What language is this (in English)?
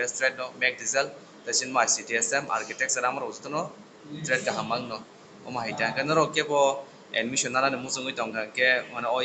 Kok Borok